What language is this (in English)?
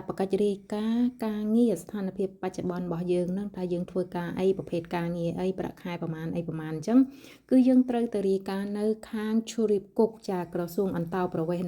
Khmer